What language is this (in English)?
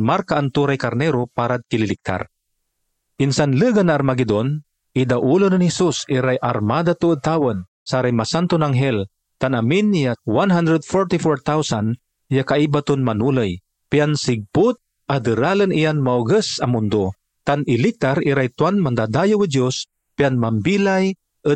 Pangasinan